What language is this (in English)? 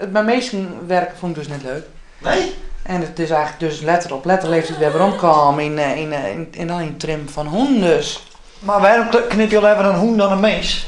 Western Frisian